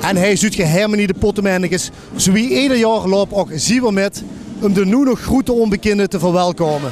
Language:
Limburgish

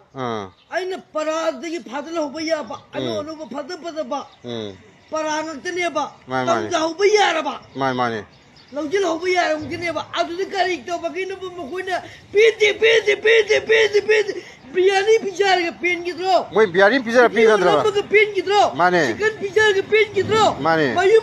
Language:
Manipuri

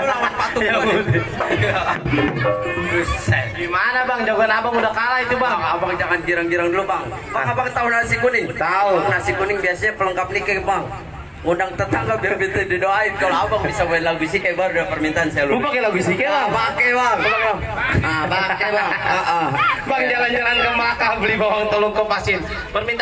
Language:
Betawi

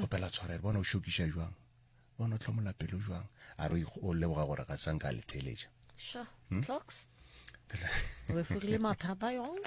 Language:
Northern Sotho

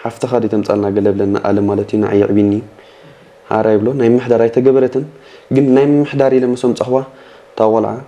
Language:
Tigrinya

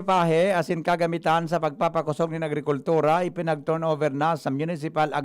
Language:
Bikol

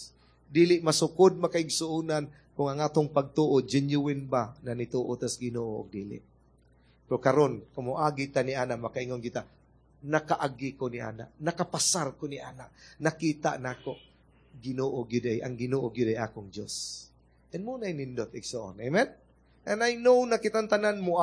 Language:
Cebuano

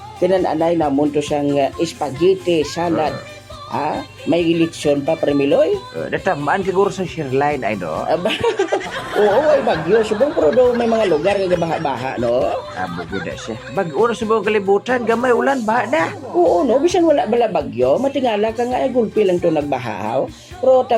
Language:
Hiligaynon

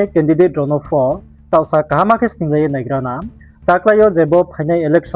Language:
Riang (India)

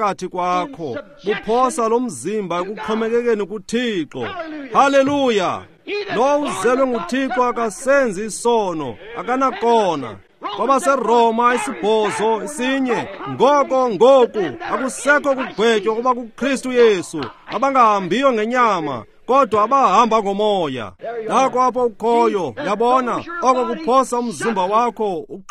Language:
Xhosa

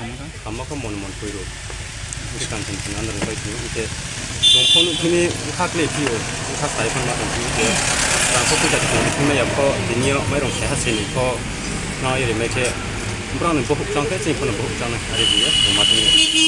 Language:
Riang (India)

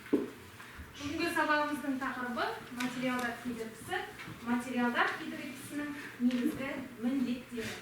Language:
Kazakh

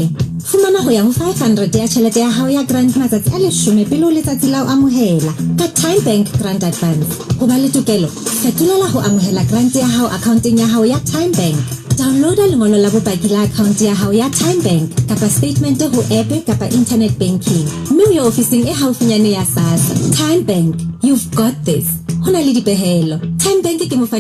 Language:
Southern Sotho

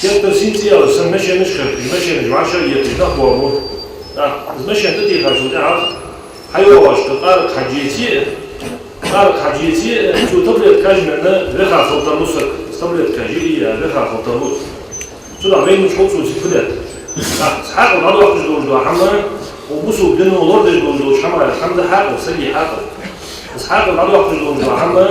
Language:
Ingush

